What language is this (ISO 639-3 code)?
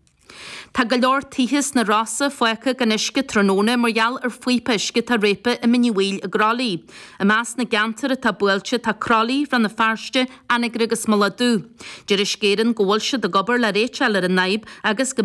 gle